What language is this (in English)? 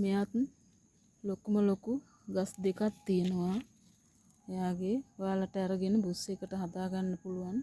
Sinhala